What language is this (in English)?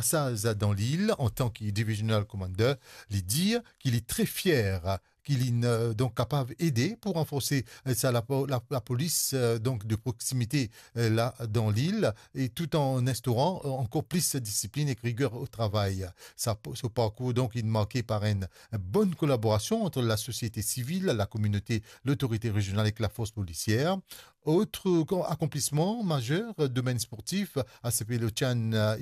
Morisyen